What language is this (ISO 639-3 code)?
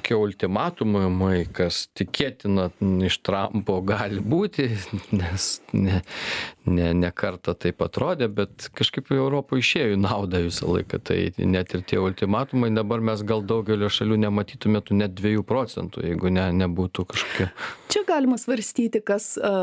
lit